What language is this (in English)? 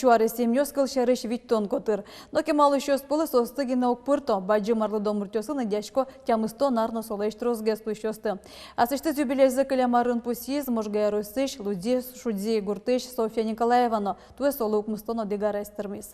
Udmurt